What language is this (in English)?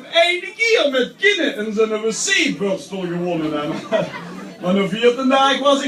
Limburgish